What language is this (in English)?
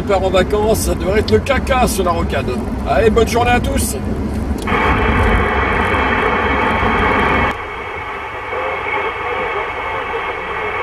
French